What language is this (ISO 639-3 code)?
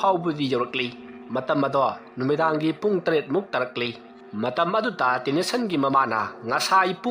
mni